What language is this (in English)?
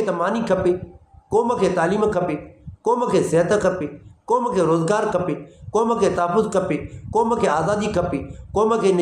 Sindhi